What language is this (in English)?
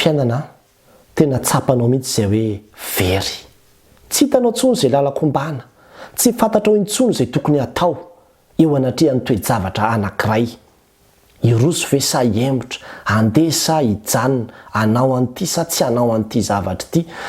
Malagasy